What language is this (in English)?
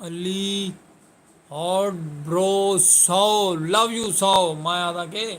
Saraiki